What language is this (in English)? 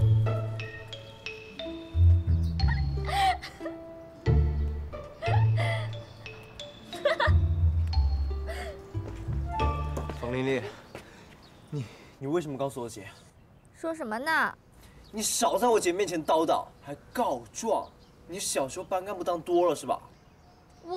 Chinese